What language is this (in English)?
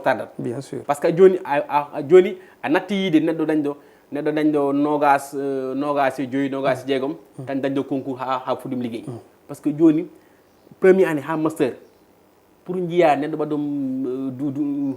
Fula